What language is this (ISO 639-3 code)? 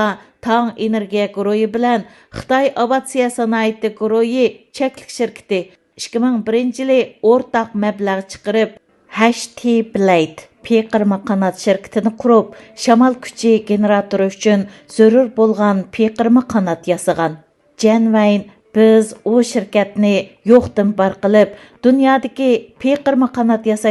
uig